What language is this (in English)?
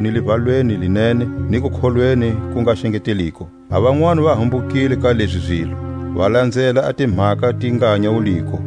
Tswa